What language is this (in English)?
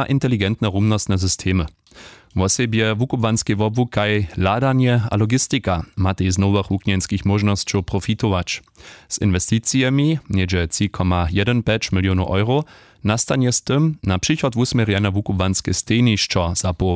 Upper Sorbian